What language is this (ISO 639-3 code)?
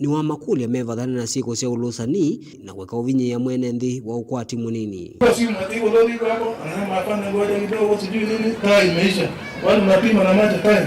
kam